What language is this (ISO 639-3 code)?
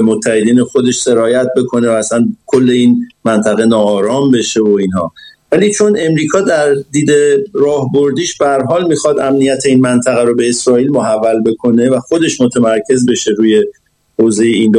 fas